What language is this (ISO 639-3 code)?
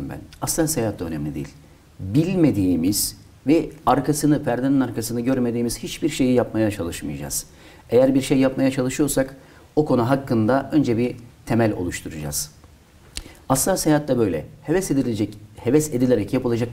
tur